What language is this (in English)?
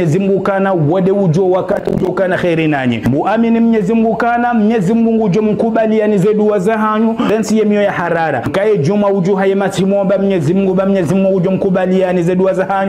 Ngazidja Comorian